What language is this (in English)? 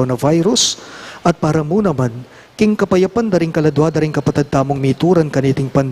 Pampanga